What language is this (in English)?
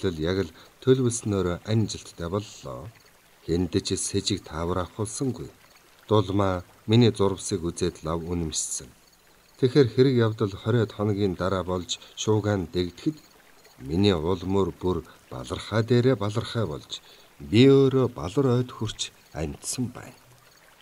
Mongolian